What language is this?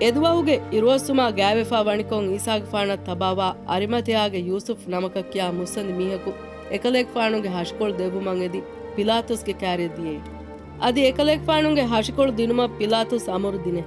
Divehi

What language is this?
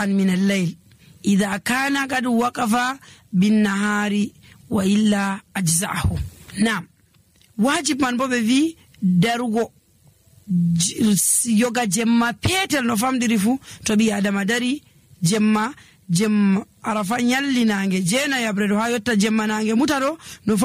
Nigerian Fulfulde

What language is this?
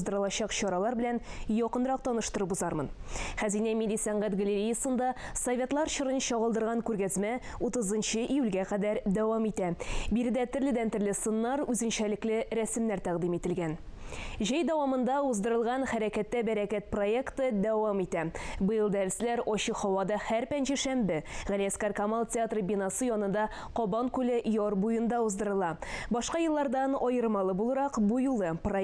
Tatar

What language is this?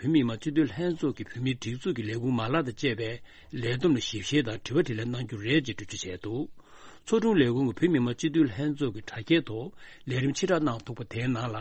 Tibetan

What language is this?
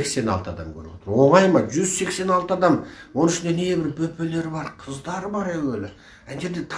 Kazakh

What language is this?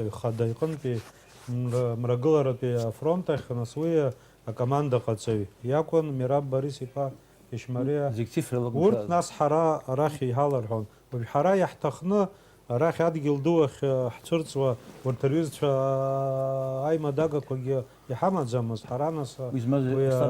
Abkhazian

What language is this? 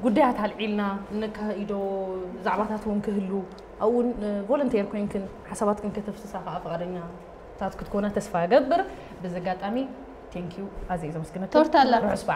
Tigrinya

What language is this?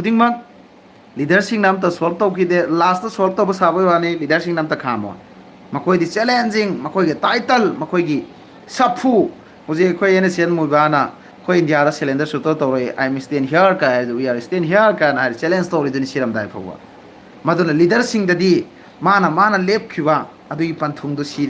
Manipuri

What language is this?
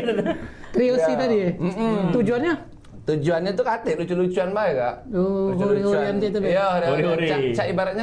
Musi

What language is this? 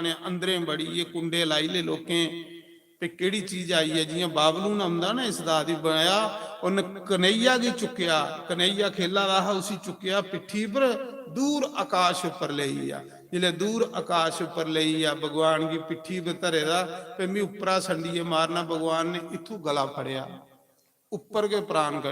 Dogri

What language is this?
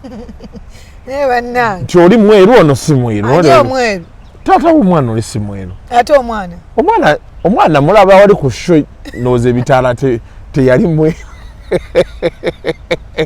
Ganda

